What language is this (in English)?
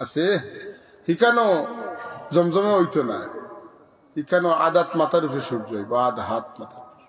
Sylheti